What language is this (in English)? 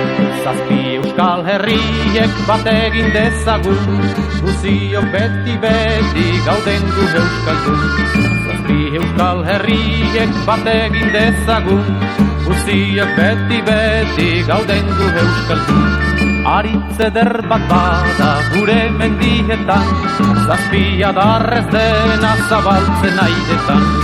Basque